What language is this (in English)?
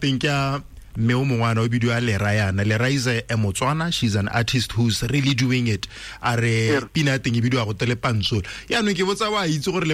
Tswana